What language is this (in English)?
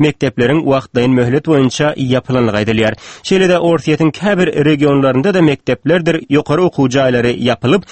Turkmen